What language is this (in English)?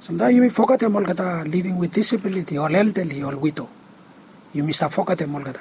Bislama